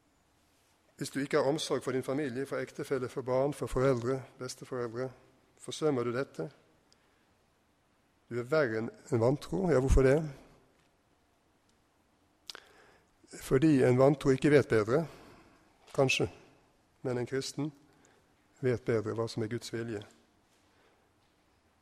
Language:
Norwegian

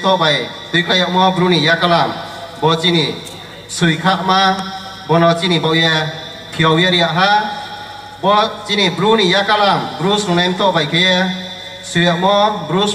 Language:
Riang (India)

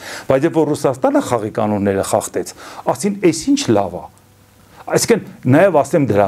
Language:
Armenian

